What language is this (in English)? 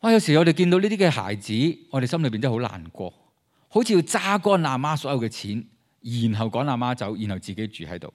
Cantonese